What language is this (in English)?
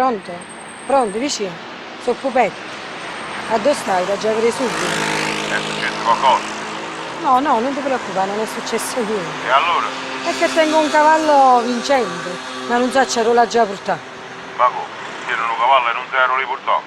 Neapolitan